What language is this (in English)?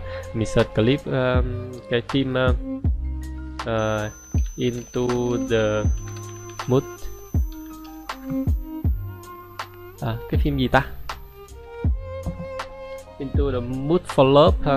Vietnamese